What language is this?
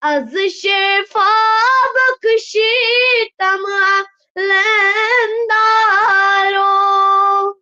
Kashmiri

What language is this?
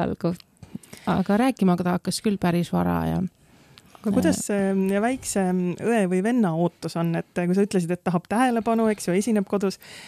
Estonian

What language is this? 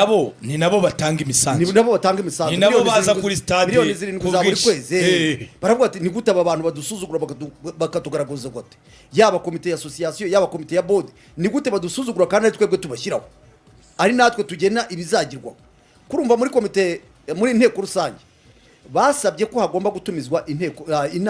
Kinyarwanda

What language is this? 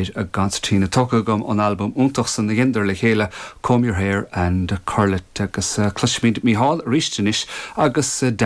Irish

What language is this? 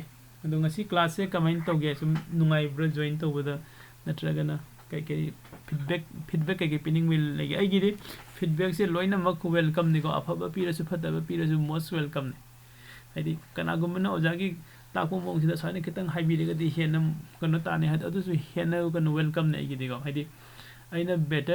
Manipuri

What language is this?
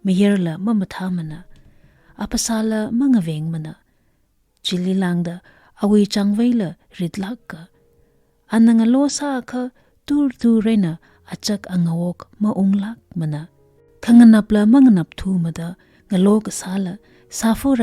Tangkhul Naga (India)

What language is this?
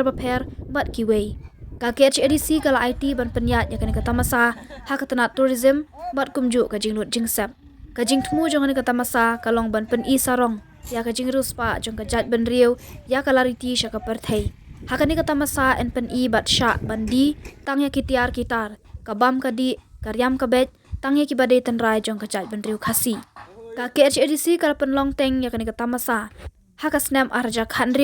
Khasi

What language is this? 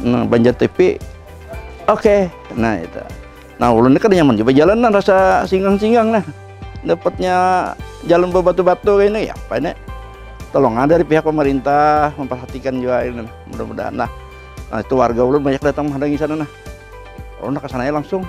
Banjar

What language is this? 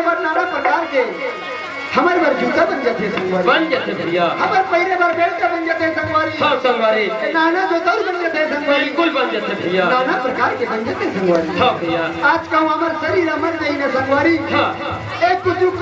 Chhattisgarhi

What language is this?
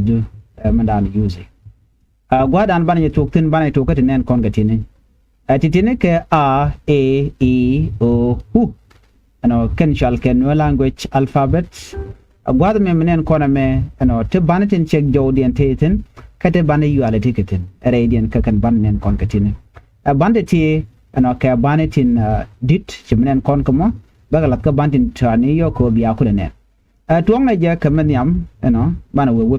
Nuer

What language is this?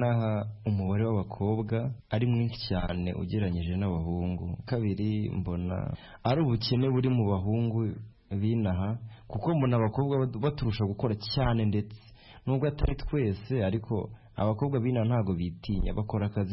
Kinyarwanda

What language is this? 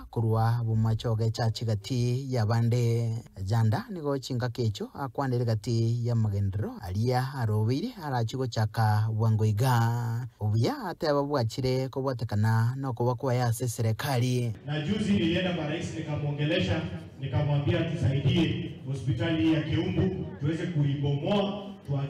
Gusii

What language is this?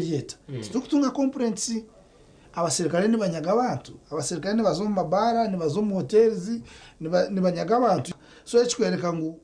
Nyankole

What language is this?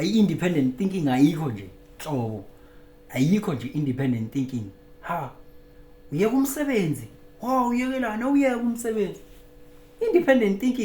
Zulu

